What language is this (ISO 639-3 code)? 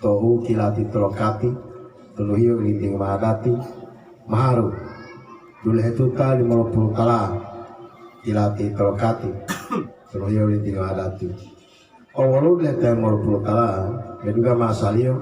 gor